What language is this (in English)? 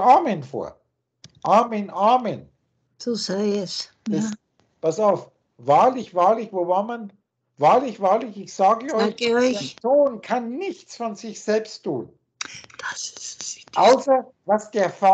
German